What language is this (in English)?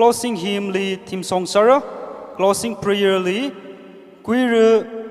Tangkhul Naga (India)